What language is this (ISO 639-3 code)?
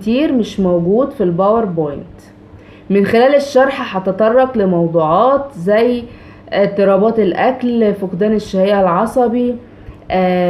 arz